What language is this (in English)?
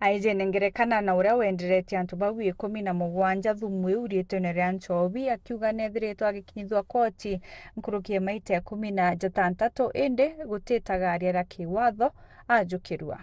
Meru